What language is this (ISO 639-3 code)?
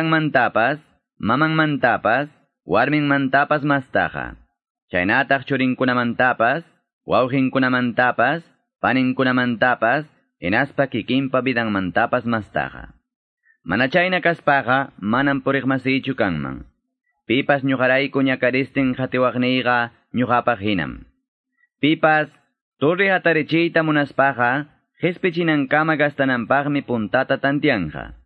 que